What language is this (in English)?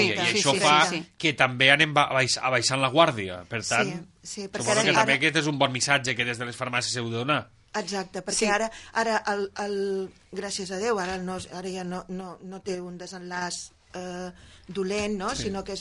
Catalan